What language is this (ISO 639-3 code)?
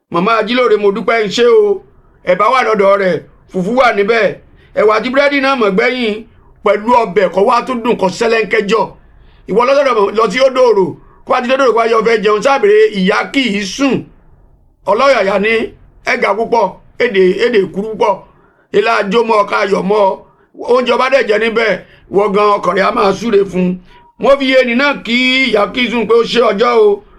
yor